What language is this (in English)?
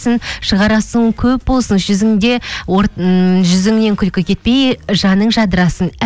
Kazakh